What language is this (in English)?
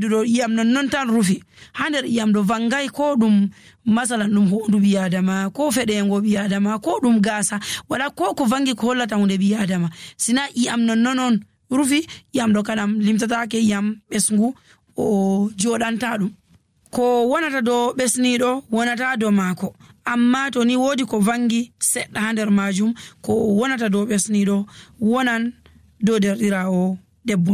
Nigerian Fulfulde